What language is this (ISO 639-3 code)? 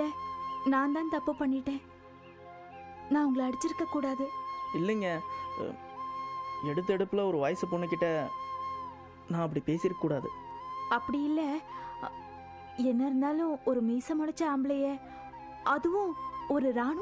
tam